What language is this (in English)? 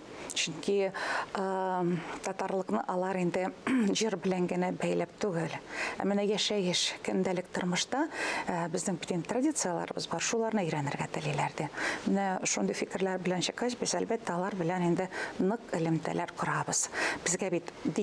Tatar